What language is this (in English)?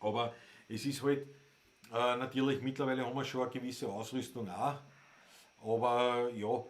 Bavarian